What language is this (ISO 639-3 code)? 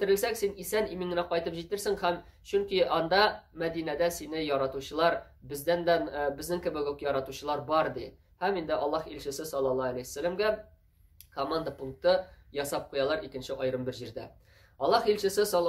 tat